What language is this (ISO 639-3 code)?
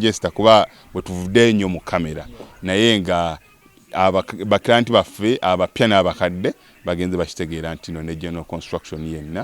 lug